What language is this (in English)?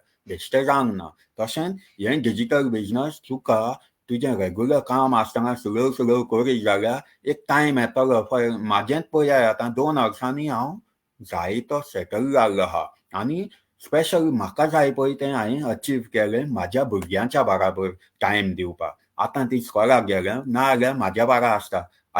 Konkani